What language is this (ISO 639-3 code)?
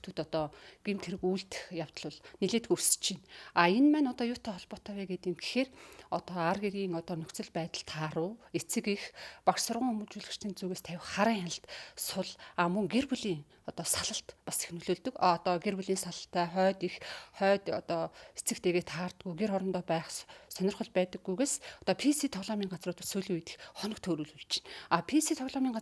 mon